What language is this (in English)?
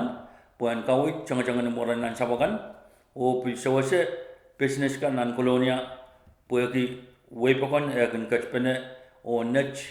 Pohnpeian